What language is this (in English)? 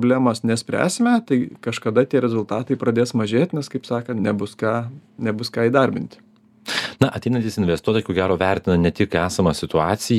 Lithuanian